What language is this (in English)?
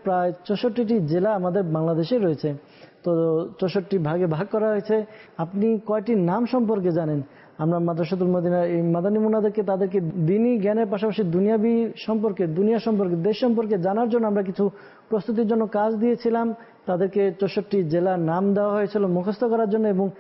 Bangla